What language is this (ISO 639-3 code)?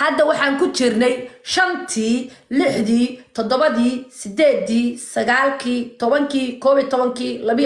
som